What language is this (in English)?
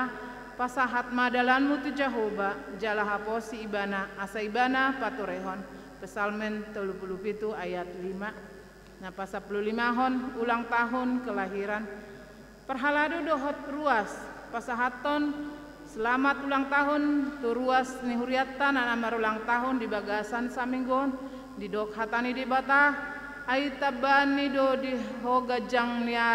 Batak Toba